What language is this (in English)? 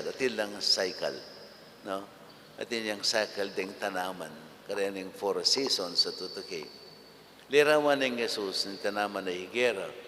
Pampanga